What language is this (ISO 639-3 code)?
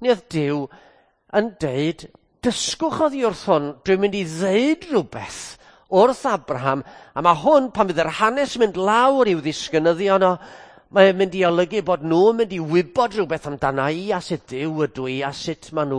cym